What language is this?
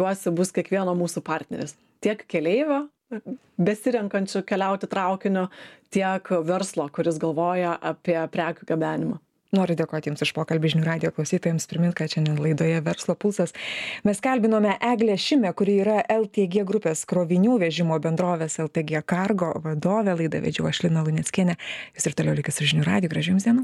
Lithuanian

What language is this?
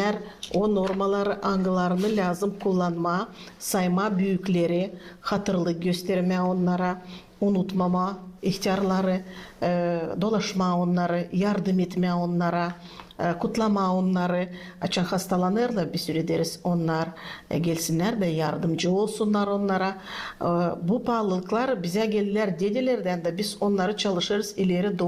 Gagauz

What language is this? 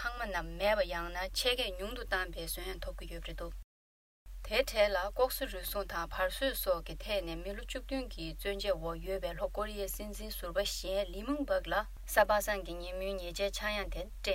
Tibetan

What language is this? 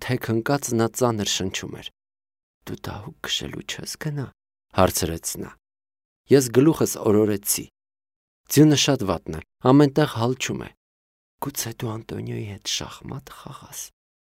Armenian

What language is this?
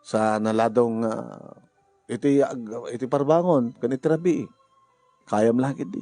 Iloko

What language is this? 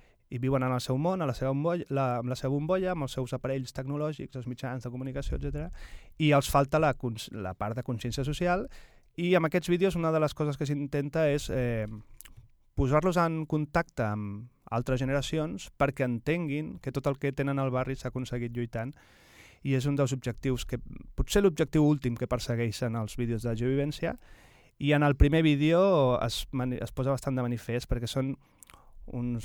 Catalan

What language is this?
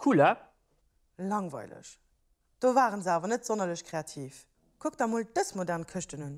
Luxembourgish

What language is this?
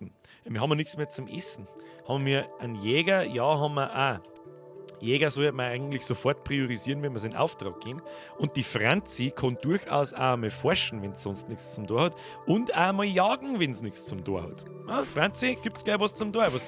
Bavarian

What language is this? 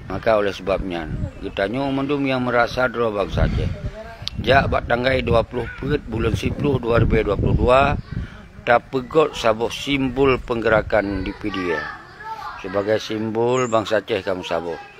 Achinese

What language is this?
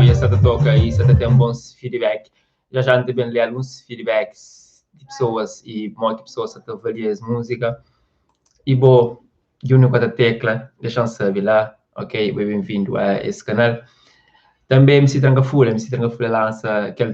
Kabuverdianu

